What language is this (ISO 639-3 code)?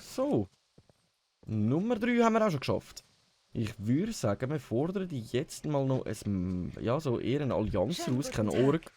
gsw